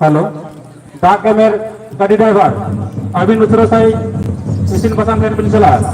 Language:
Santali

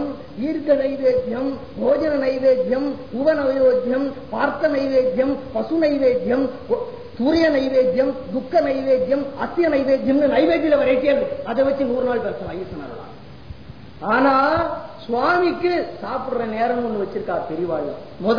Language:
Tamil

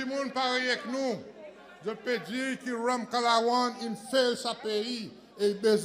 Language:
Seselwa Creole French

